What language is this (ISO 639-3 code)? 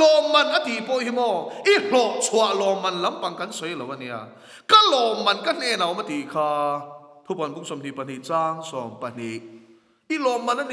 lus